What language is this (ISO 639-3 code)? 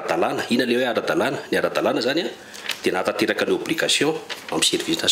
mlg